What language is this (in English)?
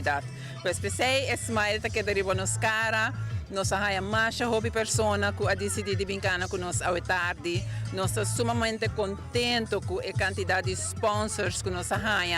Papiamento